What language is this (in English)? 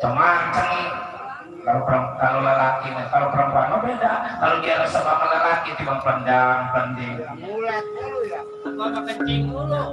Betawi